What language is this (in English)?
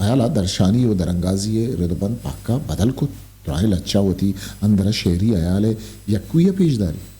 Eastern Balochi